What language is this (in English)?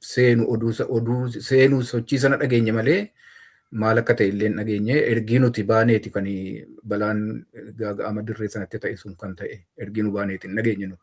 Oromo